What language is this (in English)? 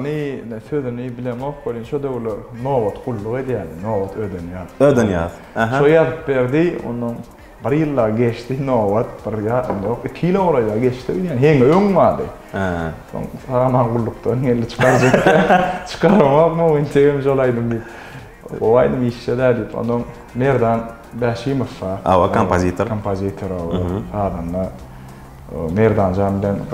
Turkmen